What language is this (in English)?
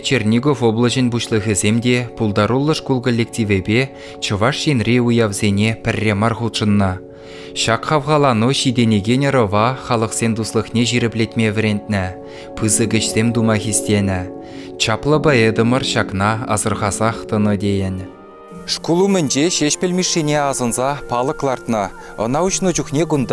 Chuvash